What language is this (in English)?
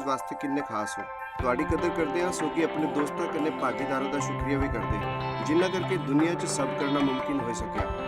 Dogri